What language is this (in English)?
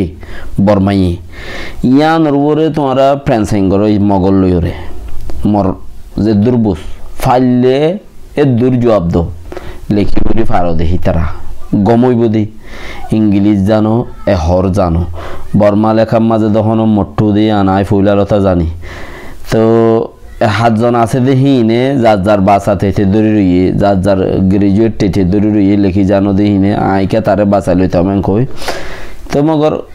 Rohingya